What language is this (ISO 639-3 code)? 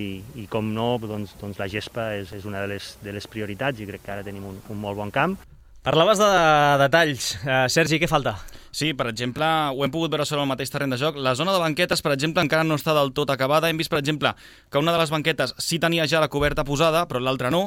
cat